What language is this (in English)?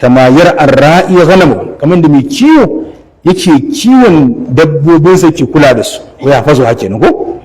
Hausa